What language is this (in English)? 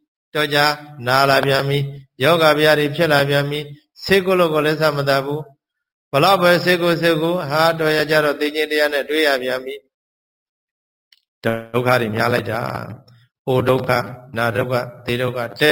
Burmese